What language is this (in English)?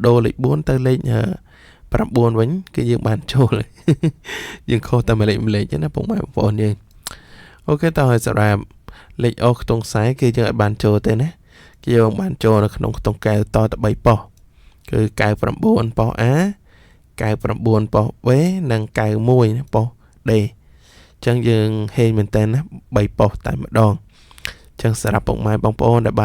Khmer